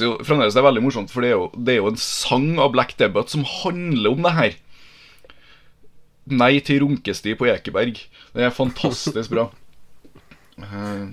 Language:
Norwegian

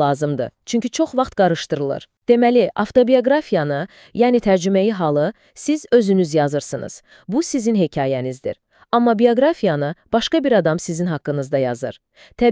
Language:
Azerbaijani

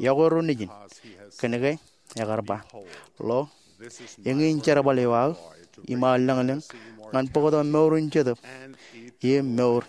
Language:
Marshallese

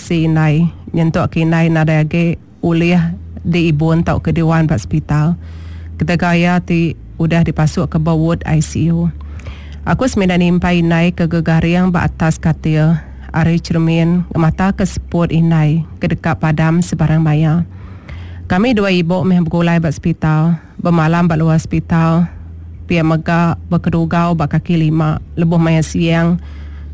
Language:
Iban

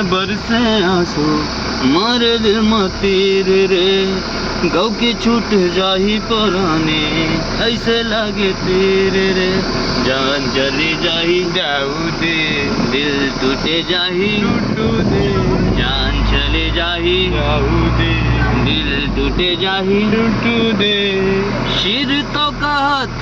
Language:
Chhattisgarhi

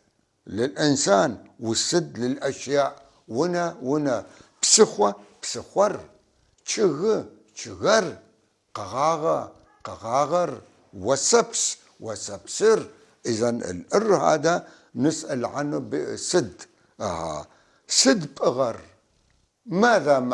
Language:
North Levantine Arabic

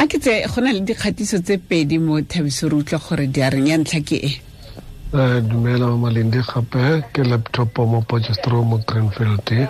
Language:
Tswana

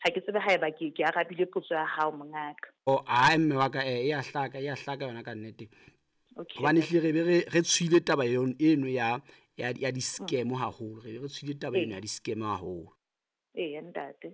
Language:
Southern Sotho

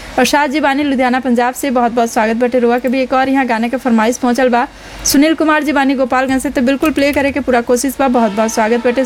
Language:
Bhojpuri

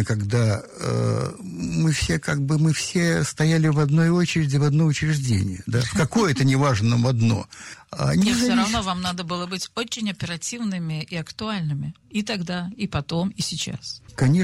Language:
Russian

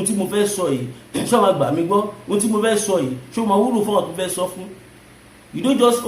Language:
Yoruba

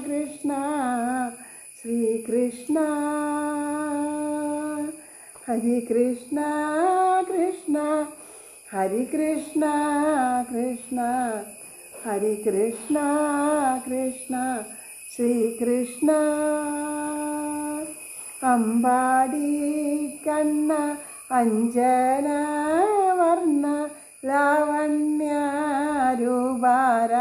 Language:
Malayalam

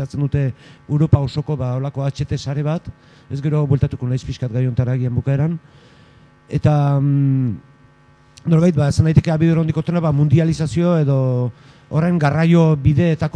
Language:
Basque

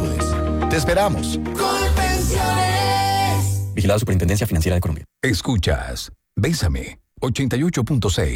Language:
Spanish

